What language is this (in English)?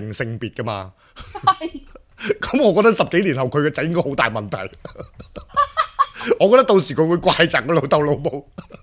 Cantonese